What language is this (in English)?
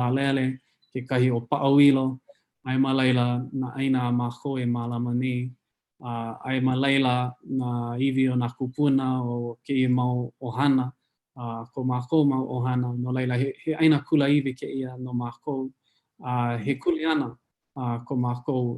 Hawaiian